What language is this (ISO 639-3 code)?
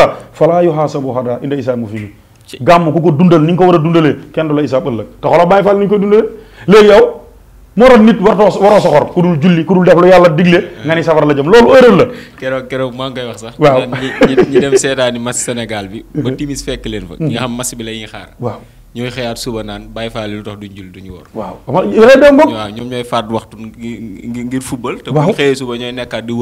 wol